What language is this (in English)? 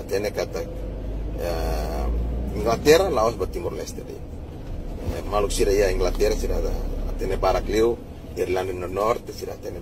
Tetum